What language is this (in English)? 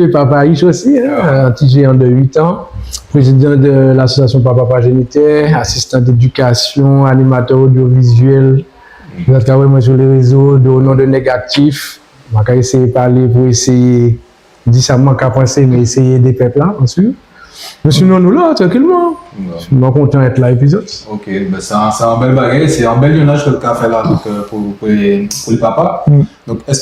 Guadeloupean Creole French